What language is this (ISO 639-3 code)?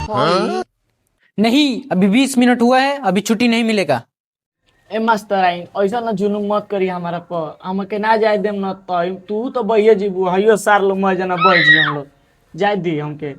bho